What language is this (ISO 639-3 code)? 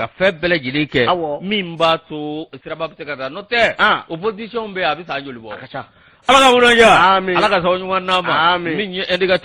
bam